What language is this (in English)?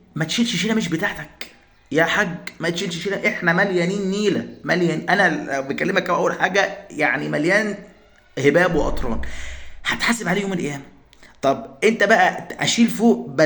Egyptian Arabic